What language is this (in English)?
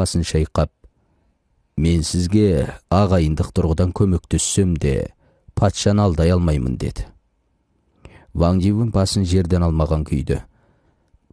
Kazakh